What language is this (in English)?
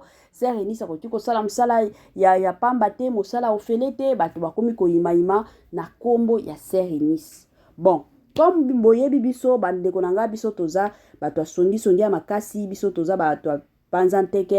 Lingala